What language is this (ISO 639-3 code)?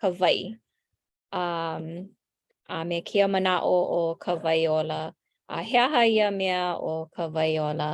haw